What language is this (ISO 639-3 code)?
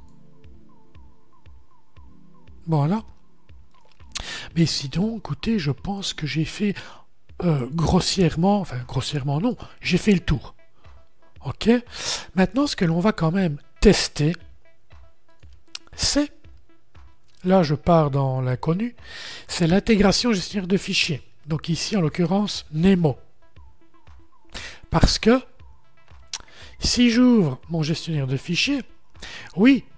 fra